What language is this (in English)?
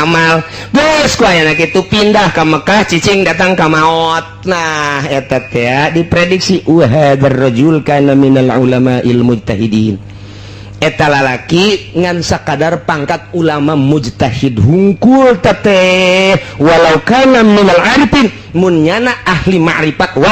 Sundanese